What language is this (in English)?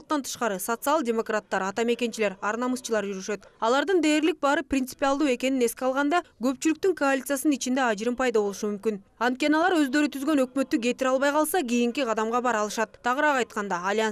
Kyrgyz